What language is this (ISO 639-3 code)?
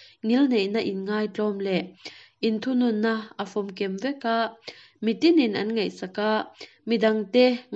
lus